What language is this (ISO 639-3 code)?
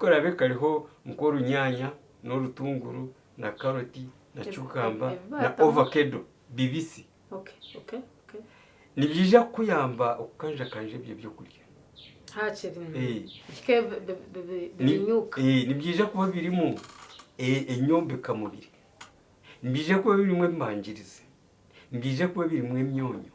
nyn